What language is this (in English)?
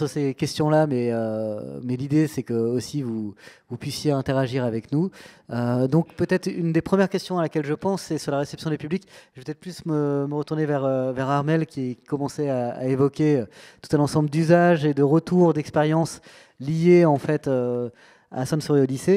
French